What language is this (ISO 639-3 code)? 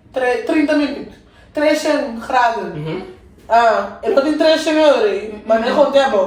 pap